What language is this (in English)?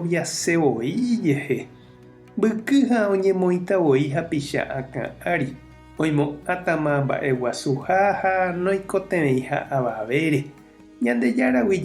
Guarani